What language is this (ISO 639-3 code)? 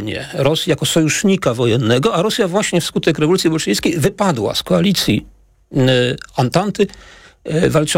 pol